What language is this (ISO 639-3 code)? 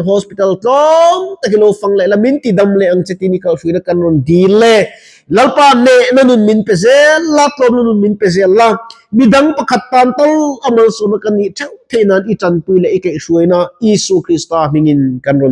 lus